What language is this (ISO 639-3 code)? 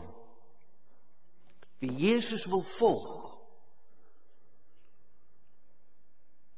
afr